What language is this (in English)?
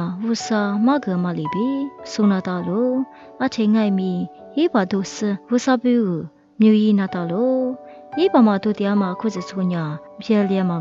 Lisu